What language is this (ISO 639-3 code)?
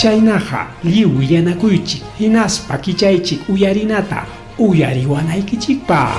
quy